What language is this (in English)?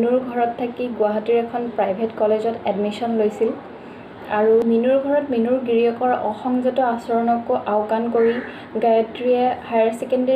Assamese